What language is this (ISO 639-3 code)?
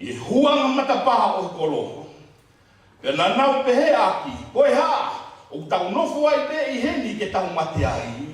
ton